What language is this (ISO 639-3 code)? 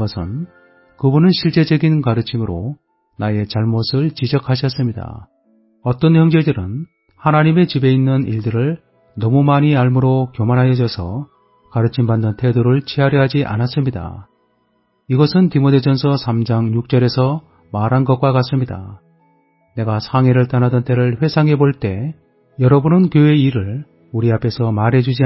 kor